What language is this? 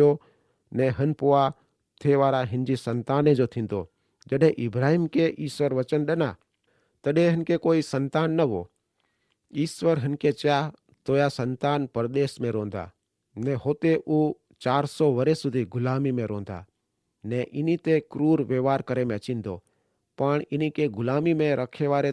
Kachhi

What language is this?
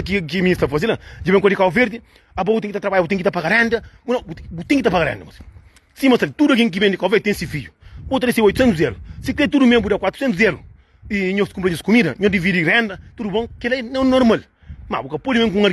Kabuverdianu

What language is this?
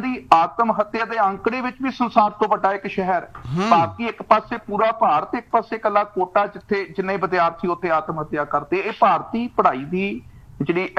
Punjabi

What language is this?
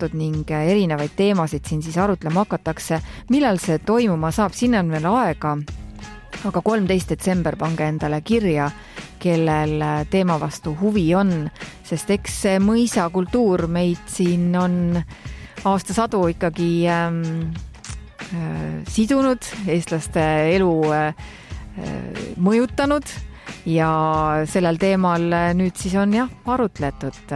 Estonian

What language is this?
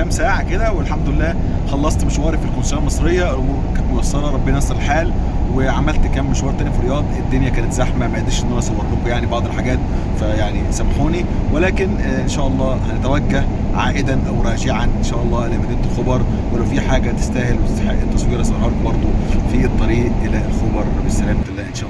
Egyptian Arabic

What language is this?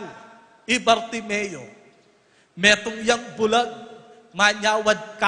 Pampanga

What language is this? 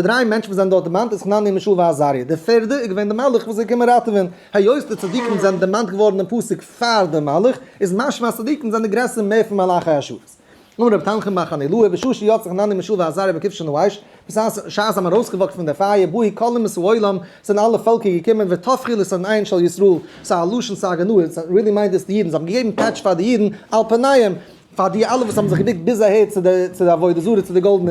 Yiddish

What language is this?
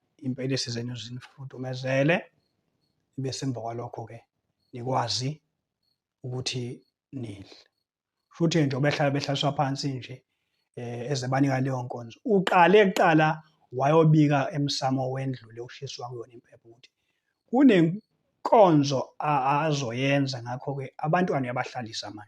Zulu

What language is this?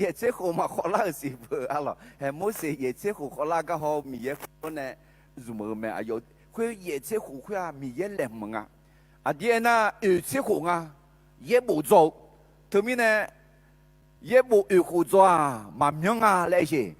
Akha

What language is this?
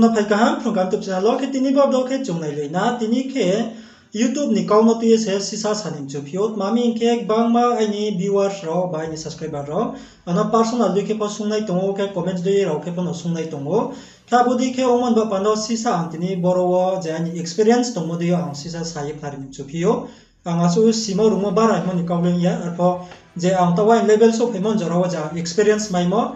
Riang (India)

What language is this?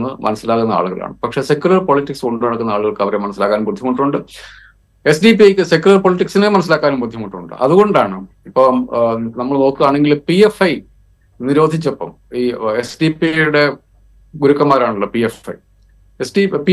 Malayalam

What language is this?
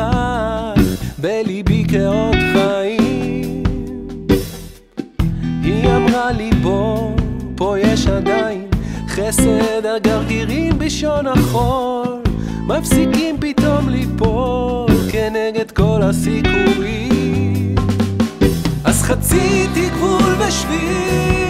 Hebrew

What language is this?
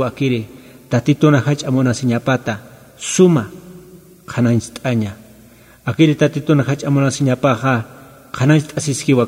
Aymara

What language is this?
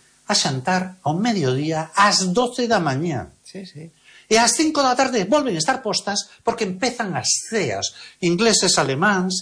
Galician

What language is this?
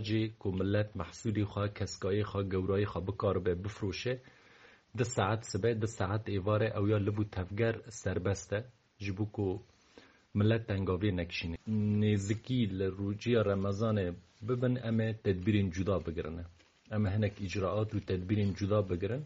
Kurdish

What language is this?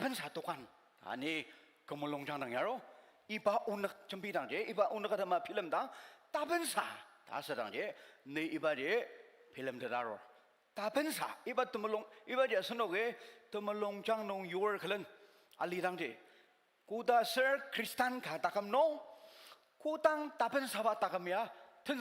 Ao Naga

